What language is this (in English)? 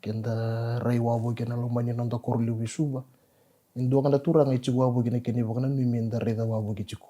Fijian